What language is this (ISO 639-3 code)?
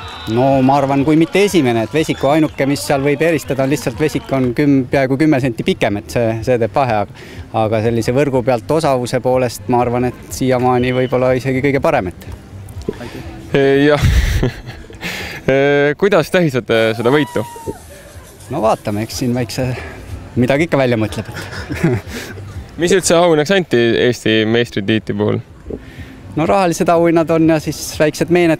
est